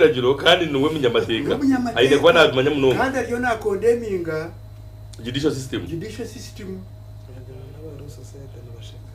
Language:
Nyankole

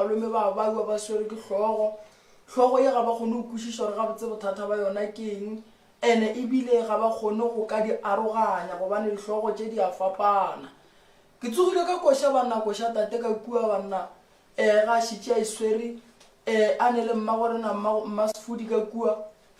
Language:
Northern Sotho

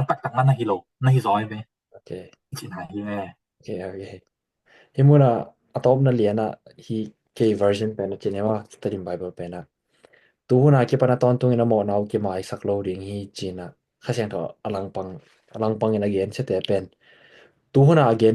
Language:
Tedim Chin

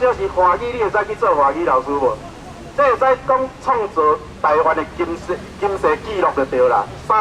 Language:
Min Nan Chinese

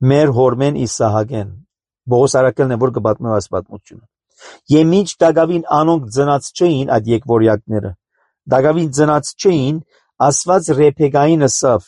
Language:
Armenian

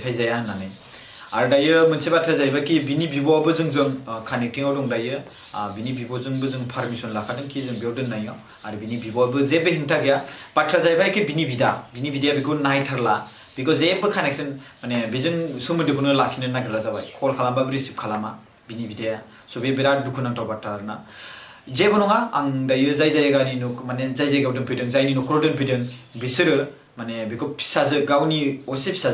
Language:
Bodo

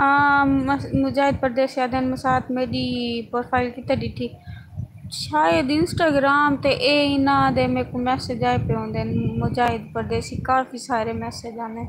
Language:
Saraiki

